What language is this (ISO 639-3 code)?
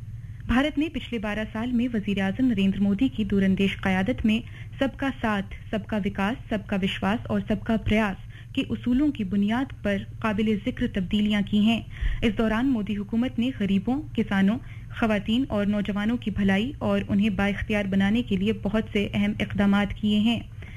urd